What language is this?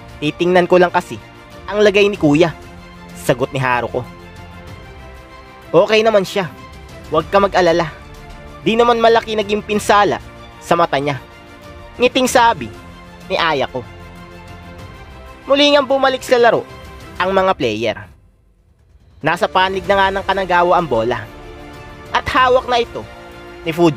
Filipino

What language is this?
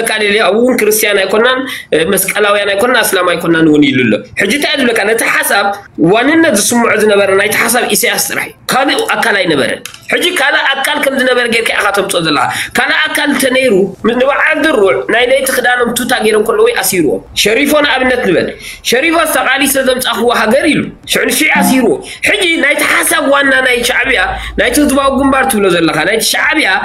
Tigrinya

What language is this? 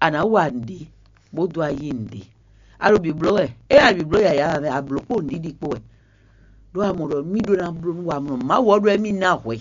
Fon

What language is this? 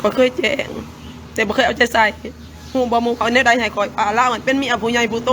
Lao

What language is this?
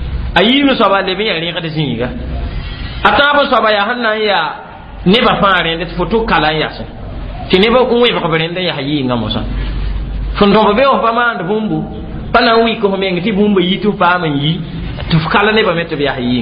Mossi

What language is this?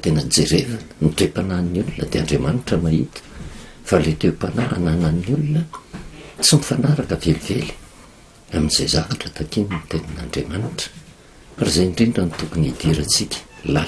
Malagasy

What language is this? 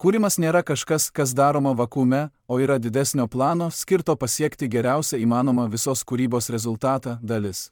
Lithuanian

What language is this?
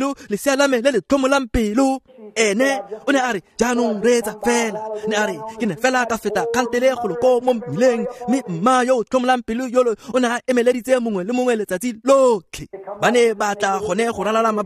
Tswana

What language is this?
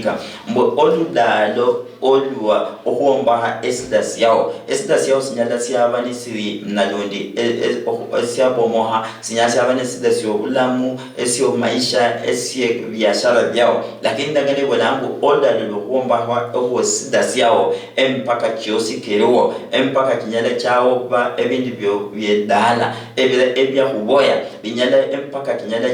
Luyia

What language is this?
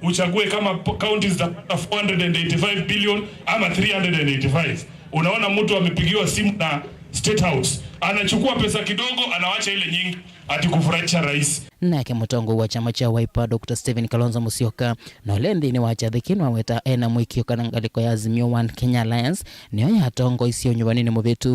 Kamba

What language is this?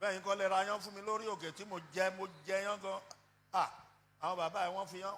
Yoruba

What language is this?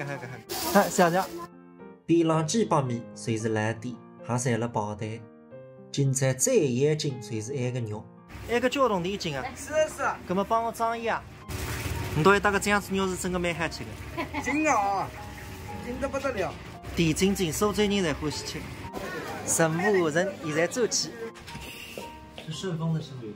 Wu Chinese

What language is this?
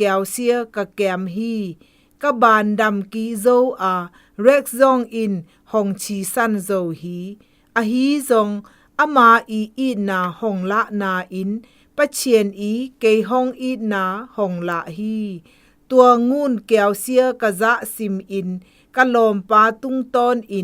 Zou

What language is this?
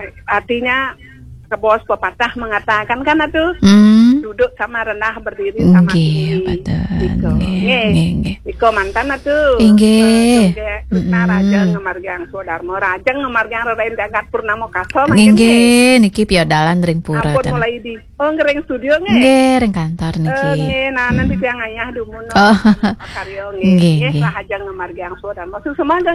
Balinese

